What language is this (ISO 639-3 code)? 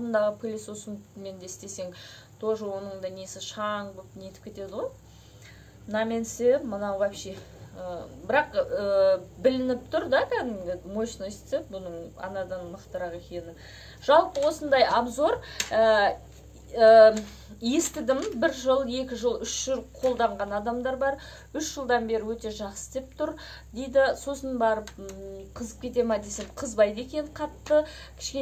kaz